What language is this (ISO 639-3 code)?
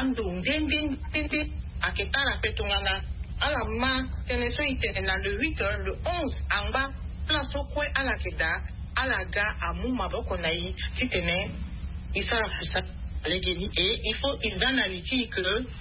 sag